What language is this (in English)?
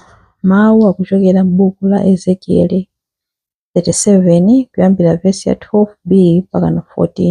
Nyanja